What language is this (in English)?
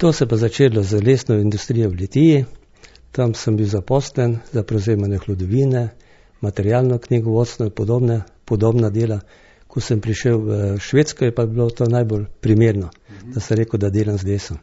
Slovenian